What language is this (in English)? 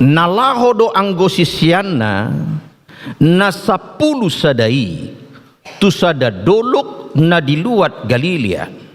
Batak Toba